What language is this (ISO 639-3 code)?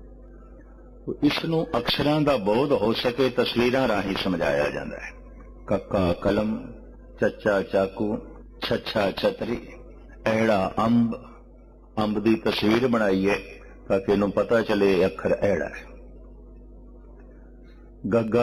pan